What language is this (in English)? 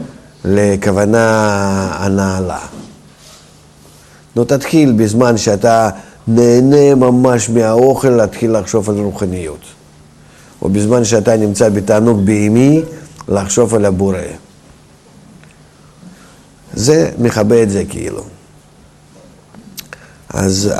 Hebrew